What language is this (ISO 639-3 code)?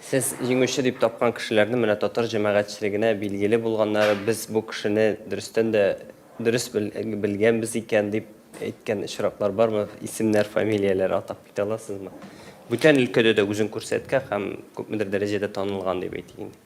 tat